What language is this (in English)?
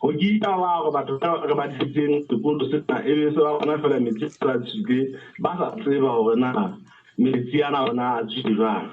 Southern Sotho